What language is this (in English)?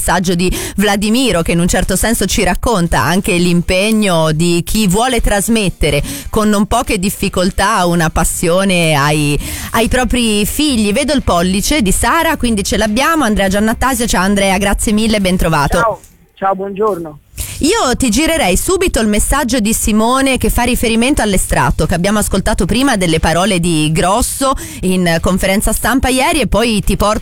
Italian